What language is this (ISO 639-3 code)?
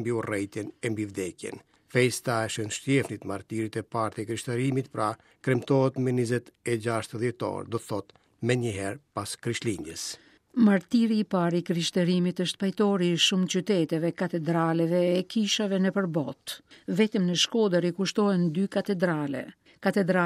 sqi